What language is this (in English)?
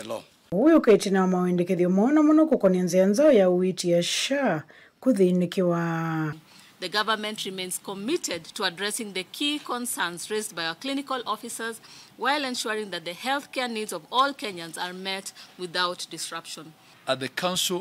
Kamba